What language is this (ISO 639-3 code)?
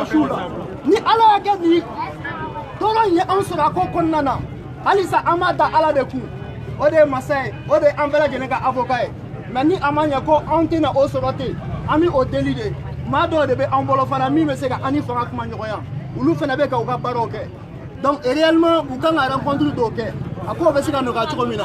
bam